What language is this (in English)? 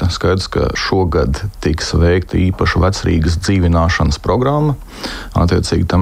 Latvian